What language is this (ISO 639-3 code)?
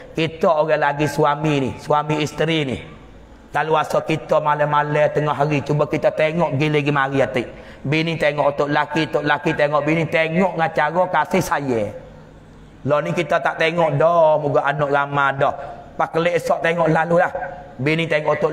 msa